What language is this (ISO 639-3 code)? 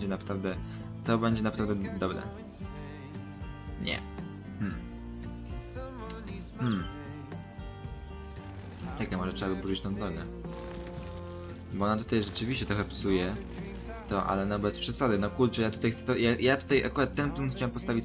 pol